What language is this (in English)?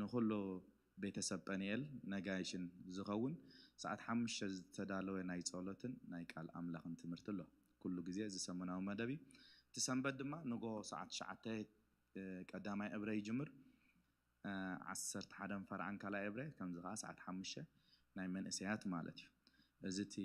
Tigrinya